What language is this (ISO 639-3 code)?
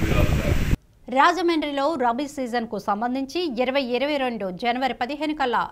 tel